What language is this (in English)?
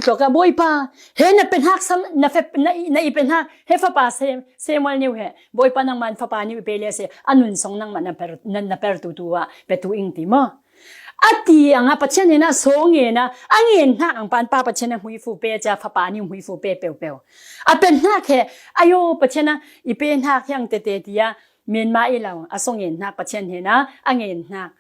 Falam Chin